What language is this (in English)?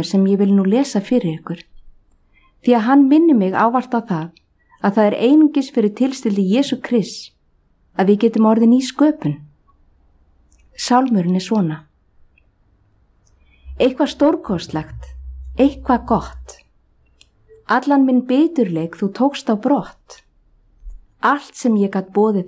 Icelandic